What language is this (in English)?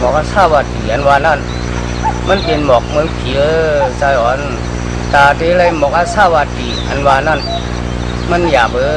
Shan